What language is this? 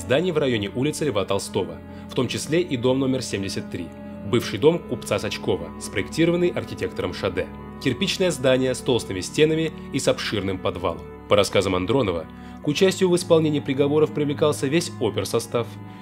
Russian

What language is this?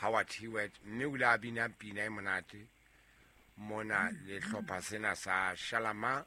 Southern Sotho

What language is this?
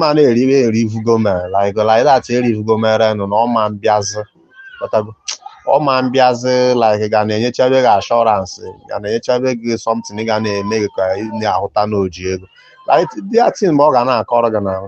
Igbo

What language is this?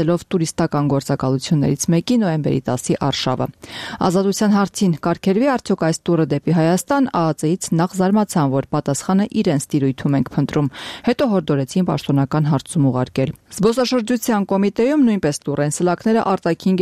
Armenian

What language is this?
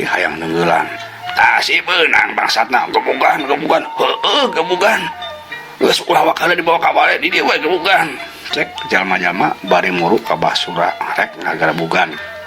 Sundanese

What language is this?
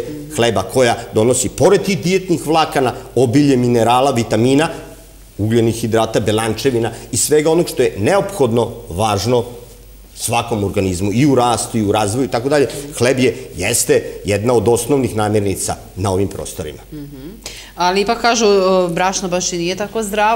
Serbian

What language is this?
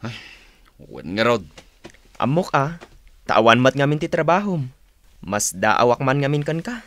Iloko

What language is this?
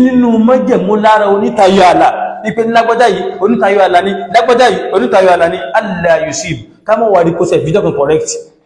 Yoruba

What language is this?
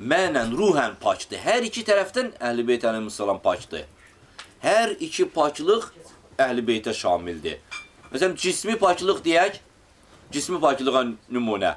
Azerbaijani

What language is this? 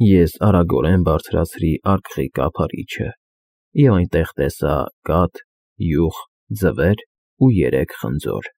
Armenian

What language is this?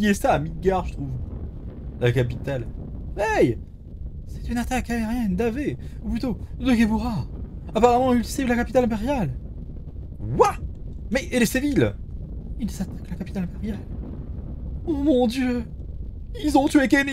French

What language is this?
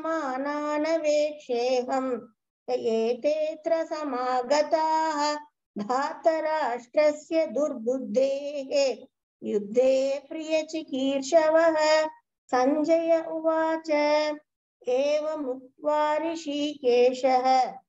Sanskrit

